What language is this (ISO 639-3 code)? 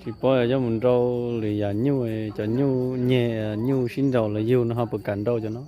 hmn